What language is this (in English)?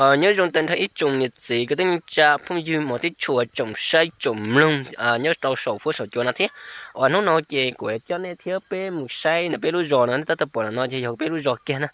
Hmong